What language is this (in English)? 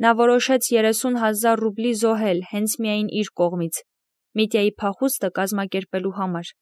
Armenian